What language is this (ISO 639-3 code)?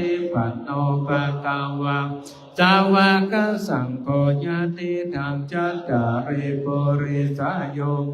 pli